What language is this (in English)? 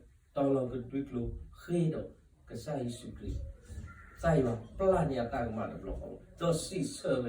S'gaw Karen